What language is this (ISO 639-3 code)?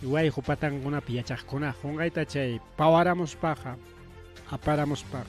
quy